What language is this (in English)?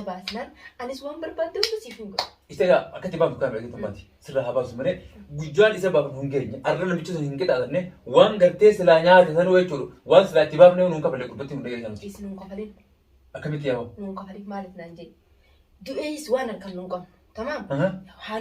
Oromo